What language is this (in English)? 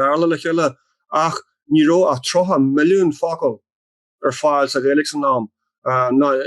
Irish